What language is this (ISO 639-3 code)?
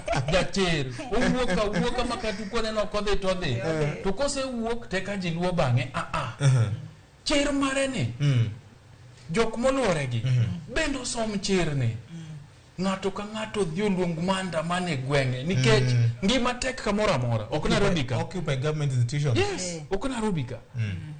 luo